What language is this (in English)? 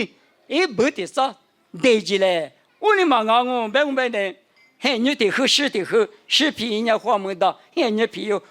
Lisu